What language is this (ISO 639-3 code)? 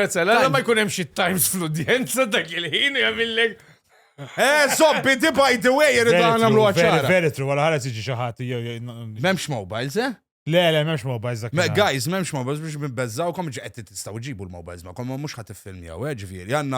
mlt